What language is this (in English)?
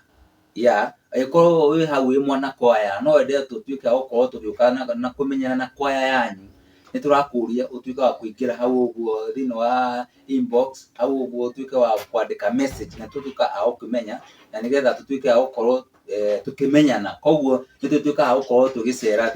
Kikuyu